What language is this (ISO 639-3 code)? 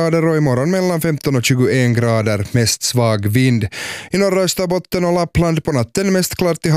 swe